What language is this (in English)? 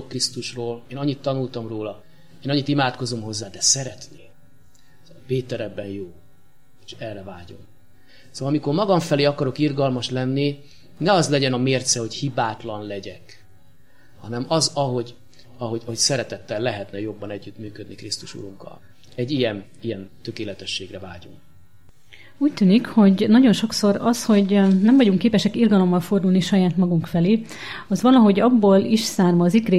Hungarian